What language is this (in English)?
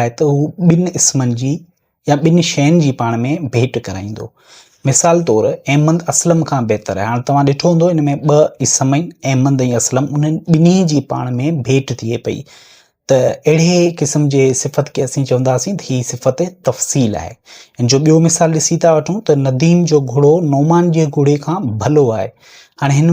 Sindhi